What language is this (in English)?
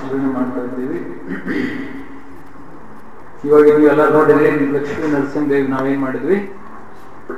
Kannada